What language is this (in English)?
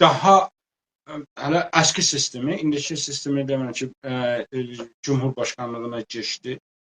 South Azerbaijani